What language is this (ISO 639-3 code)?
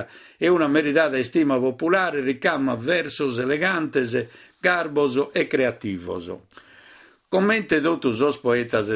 srd